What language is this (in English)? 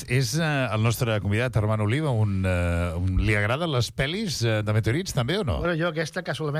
Catalan